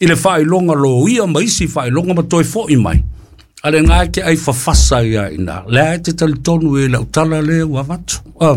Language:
Samoan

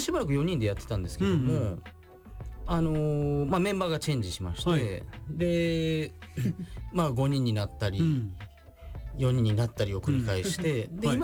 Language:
Japanese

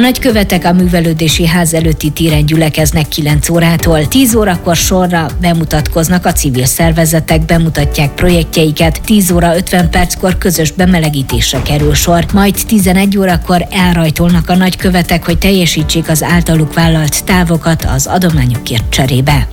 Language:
Hungarian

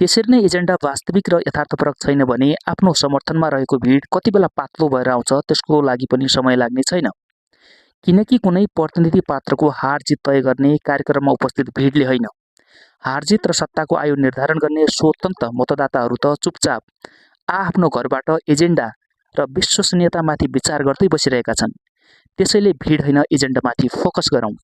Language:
Nepali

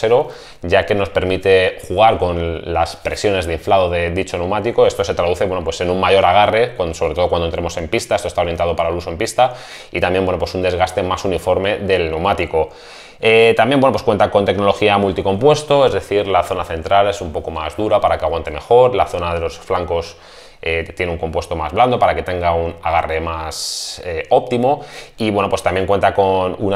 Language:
Spanish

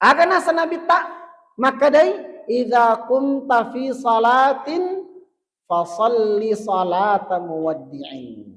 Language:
Buginese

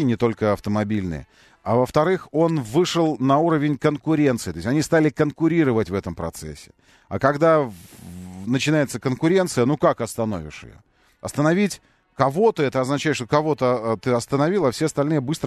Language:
Russian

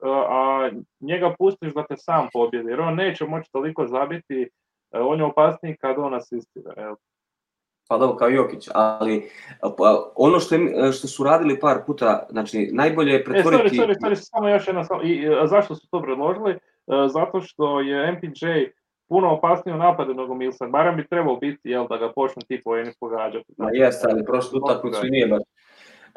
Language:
Serbian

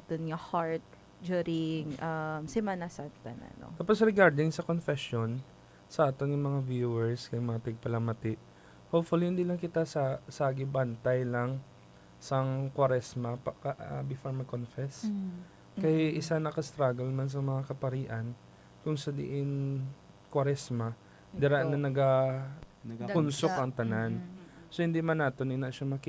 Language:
Hiligaynon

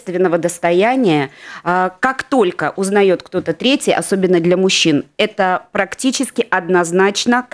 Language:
Russian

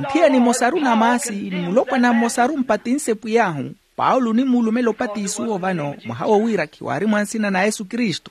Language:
Makhuwa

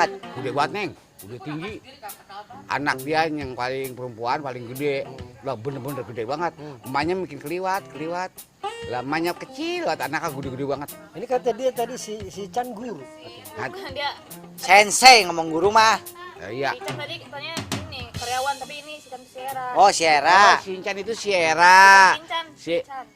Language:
Betawi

